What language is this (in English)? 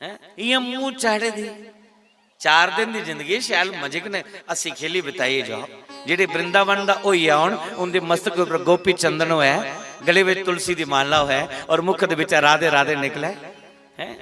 Dogri